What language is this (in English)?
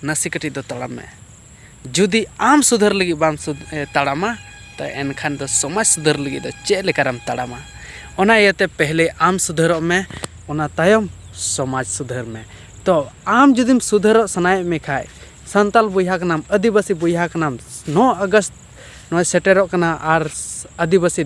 Santali